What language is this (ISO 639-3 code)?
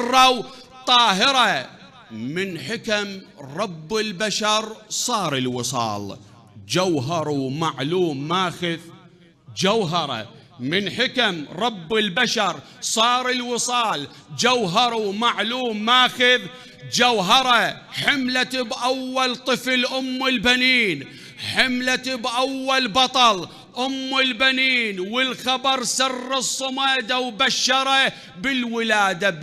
acm